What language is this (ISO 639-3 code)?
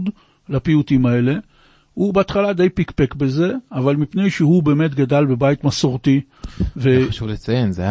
heb